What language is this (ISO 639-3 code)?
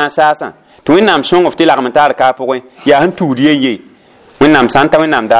mos